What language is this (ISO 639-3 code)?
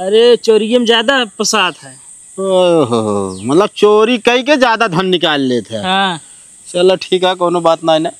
awa